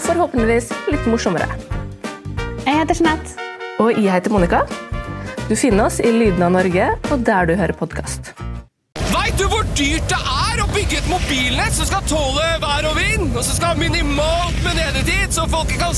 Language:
Norwegian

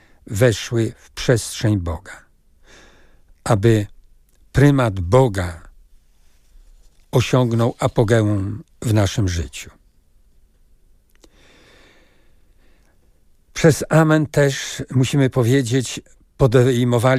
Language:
Polish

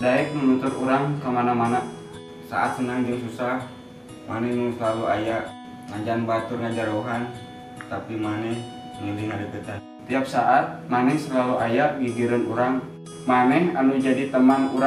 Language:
Sundanese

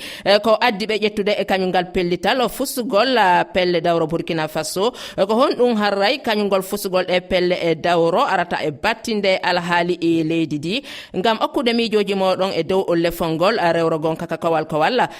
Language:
Fula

